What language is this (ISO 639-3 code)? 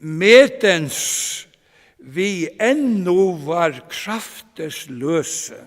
fao